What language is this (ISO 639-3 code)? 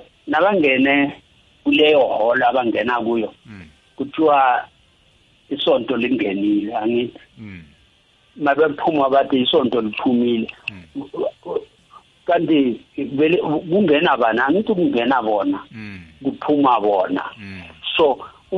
nbl